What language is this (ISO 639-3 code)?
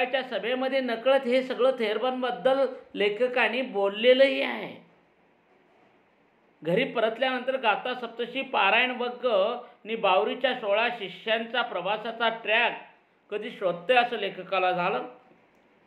mar